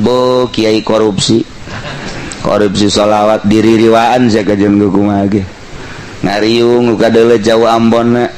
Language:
Sundanese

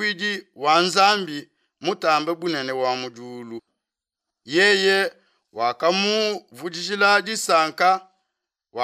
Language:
Luba-Lulua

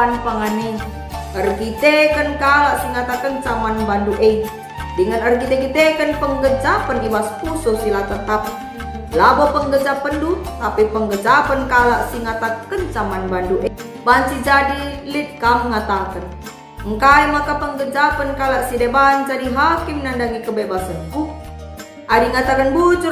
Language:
Batak Karo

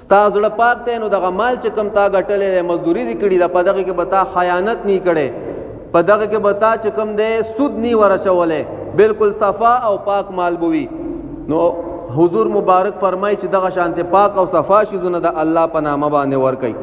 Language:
Pashto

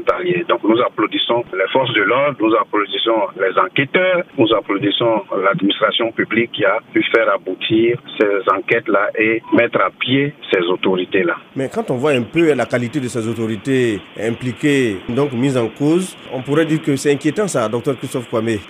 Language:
French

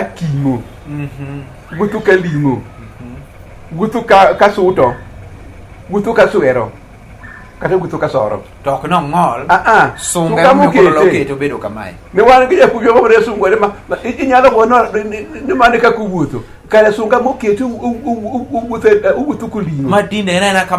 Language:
Luo (Kenya and Tanzania)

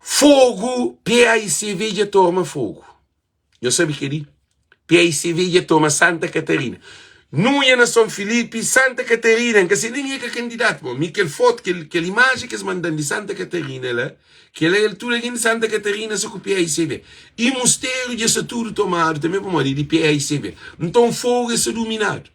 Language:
Kabuverdianu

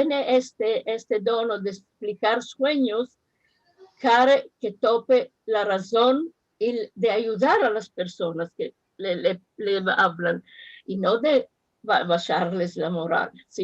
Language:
Ladino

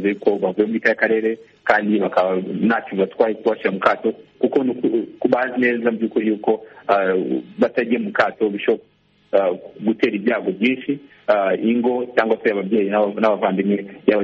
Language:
Kinyarwanda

